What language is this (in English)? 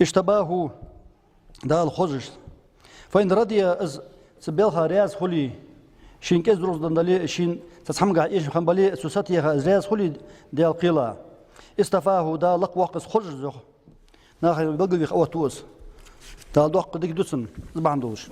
Ingush